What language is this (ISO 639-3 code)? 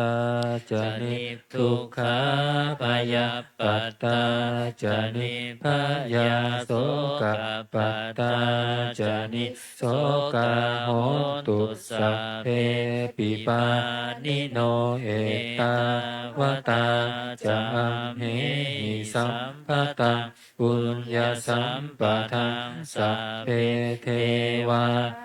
pli